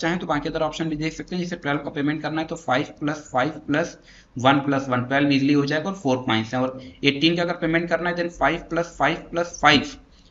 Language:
Hindi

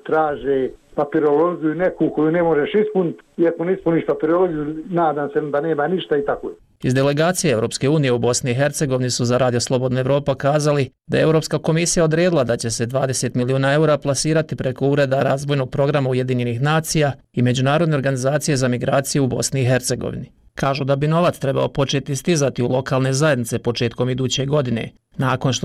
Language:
Bosnian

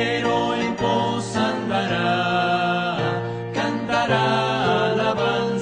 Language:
Spanish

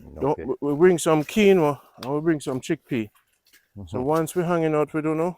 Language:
Jamaican Creole English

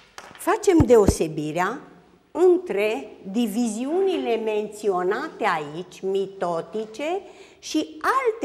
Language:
Romanian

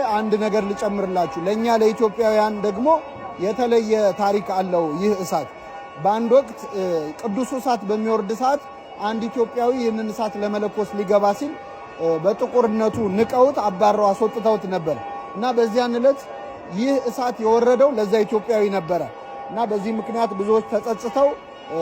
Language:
Amharic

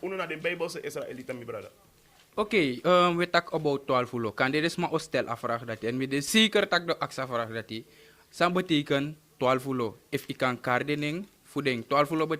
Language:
Sranan Tongo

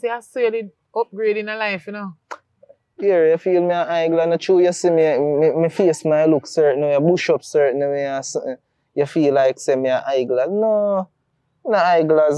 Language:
Jamaican Creole English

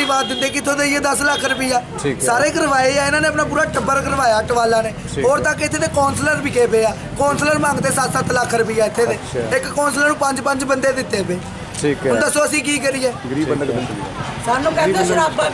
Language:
Punjabi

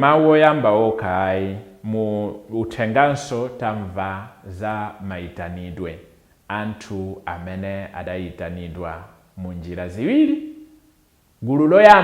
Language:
Nyanja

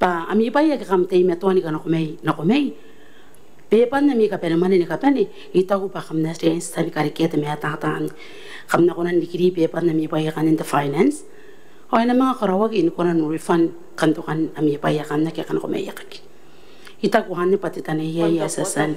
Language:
Gilbertese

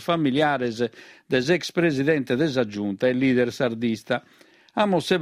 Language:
Sardinian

